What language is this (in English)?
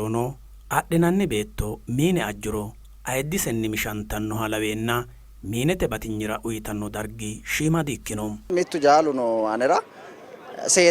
Sidamo